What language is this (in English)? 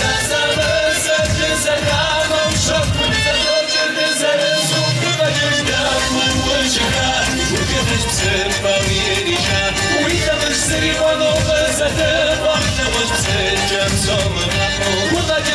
Kabardian